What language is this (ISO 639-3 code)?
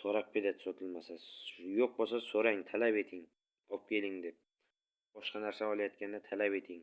uzb